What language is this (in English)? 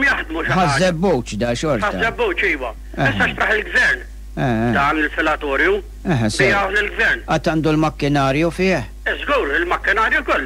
Maltese